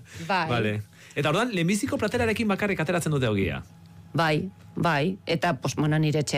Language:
Basque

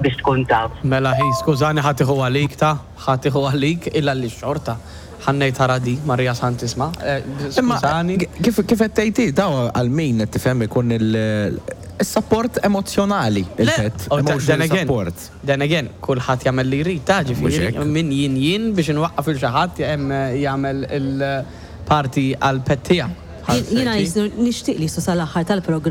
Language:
Maltese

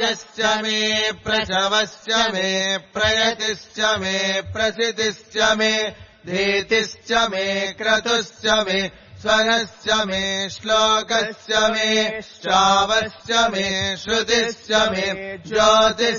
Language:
Sanskrit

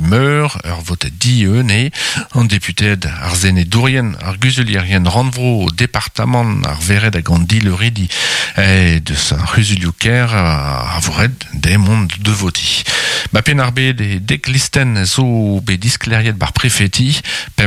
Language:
Breton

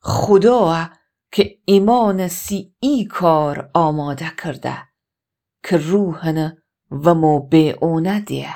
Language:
Gilaki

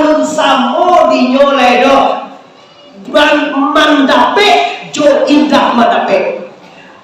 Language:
Minangkabau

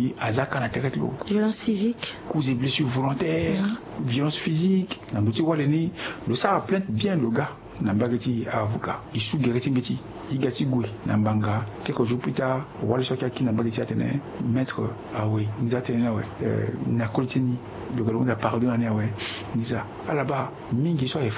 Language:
Sango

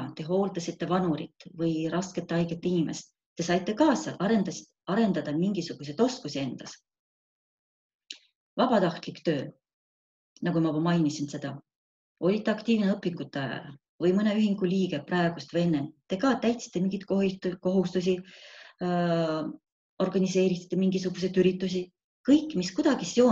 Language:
Estonian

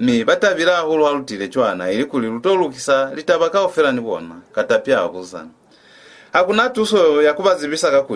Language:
Lozi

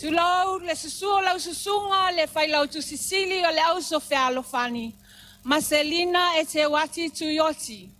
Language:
Samoan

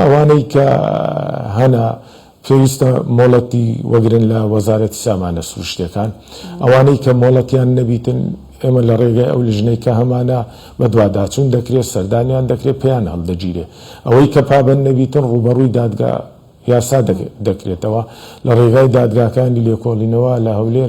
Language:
Central Kurdish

